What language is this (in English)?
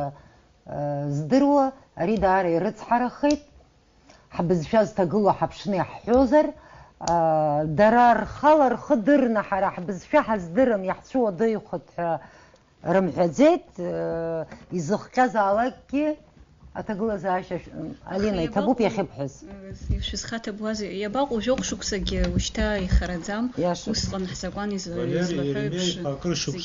Abkhazian